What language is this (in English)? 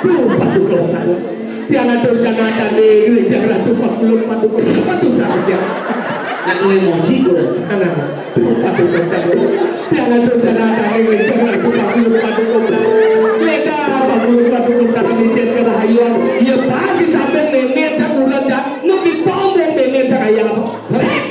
Balinese